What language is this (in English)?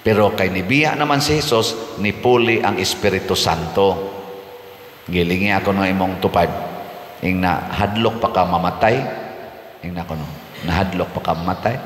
Cebuano